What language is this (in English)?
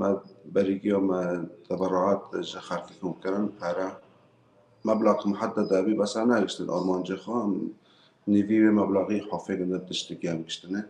Kurdish